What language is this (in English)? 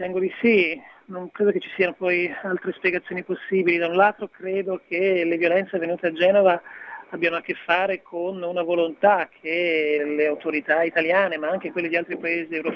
Italian